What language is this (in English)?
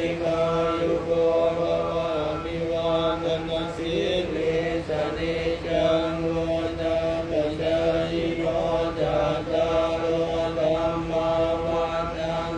Pali